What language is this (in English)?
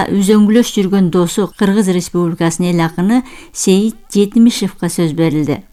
Kyrgyz